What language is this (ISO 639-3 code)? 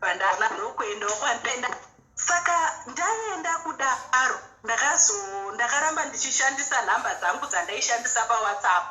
sna